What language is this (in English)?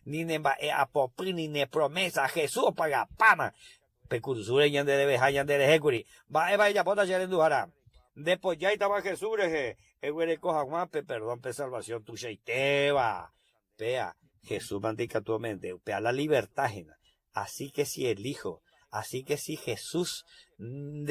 Guarani